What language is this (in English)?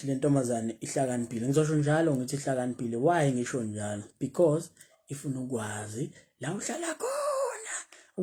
Zulu